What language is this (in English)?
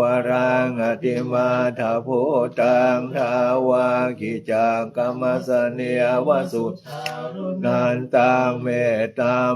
Pali